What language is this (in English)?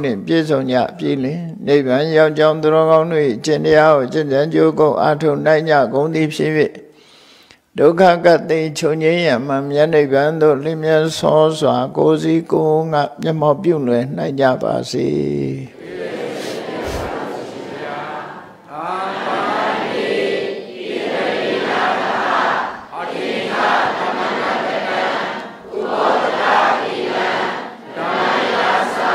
Burmese